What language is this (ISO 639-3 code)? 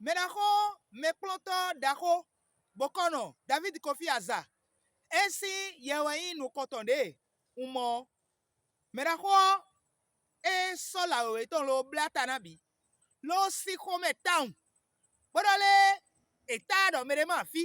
fon